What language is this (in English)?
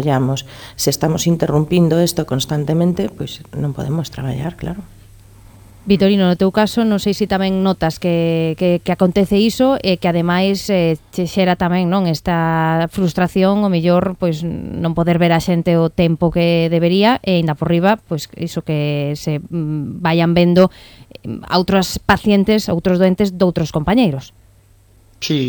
Galician